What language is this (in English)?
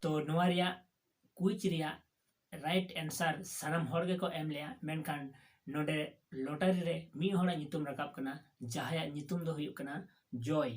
Santali